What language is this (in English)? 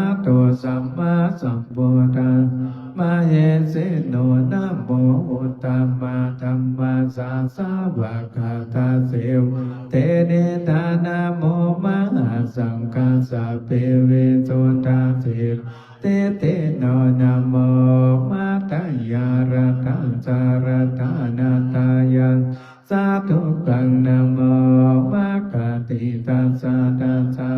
Pali